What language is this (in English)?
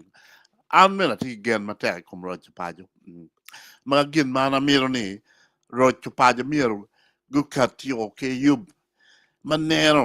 Acoli